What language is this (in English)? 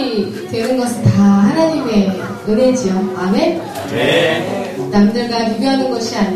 Korean